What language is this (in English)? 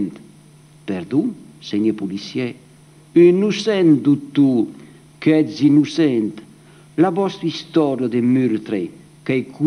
Occitan